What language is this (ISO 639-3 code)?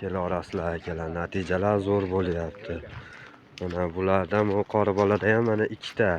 uzb